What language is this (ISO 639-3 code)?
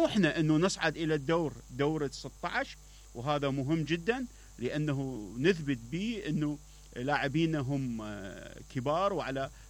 acm